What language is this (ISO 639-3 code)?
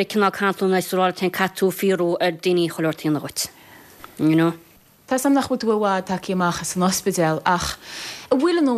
gle